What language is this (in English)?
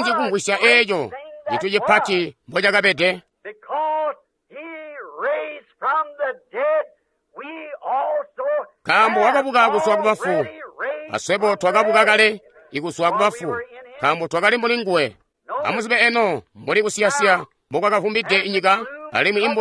Tonga (Zambia)